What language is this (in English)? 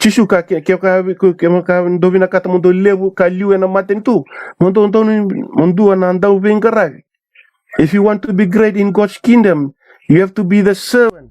Fijian